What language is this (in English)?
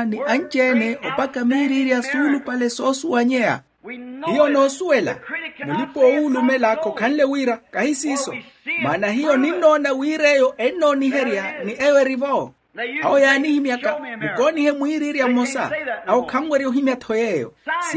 Makhuwa